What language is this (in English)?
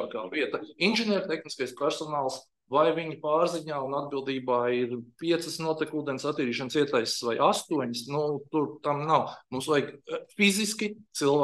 Latvian